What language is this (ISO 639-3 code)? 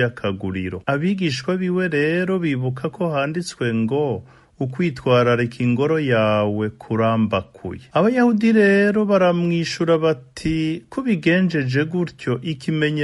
run